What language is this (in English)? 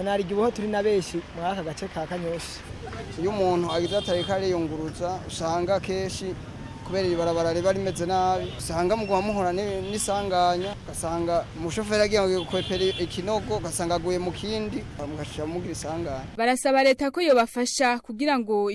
Rundi